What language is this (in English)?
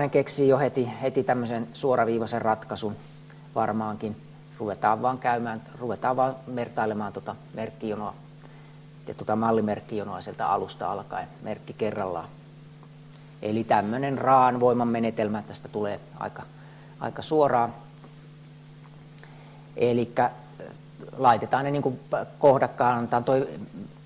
Finnish